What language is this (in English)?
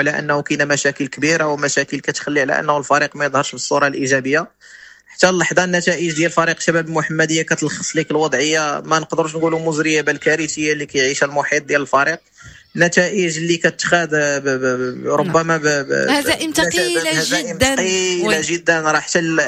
Moroccan Arabic